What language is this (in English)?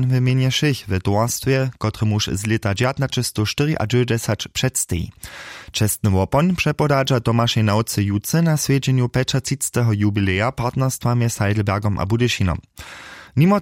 Upper Sorbian